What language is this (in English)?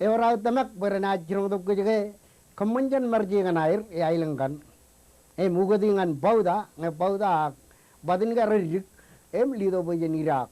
Marshallese